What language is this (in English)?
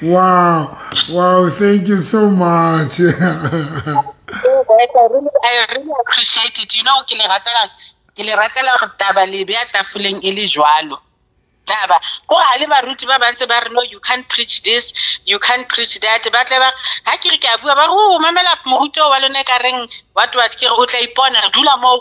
Southern Sotho